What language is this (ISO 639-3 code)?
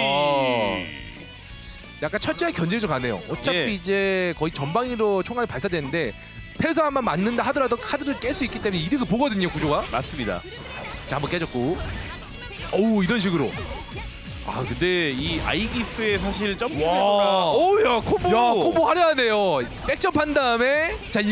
kor